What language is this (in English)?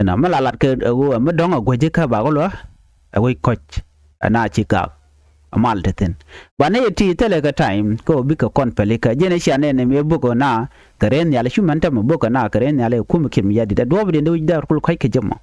Nuer